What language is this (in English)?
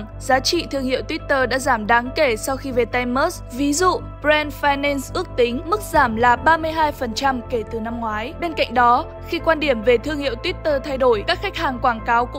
Vietnamese